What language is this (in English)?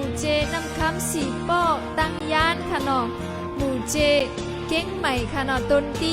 Shan